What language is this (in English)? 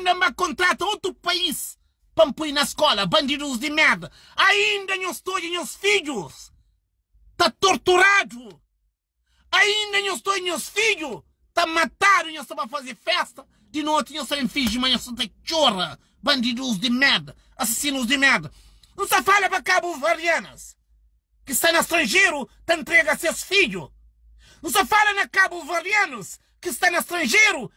Kabuverdianu